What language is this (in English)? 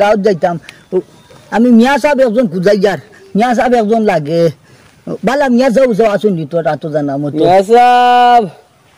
Sylheti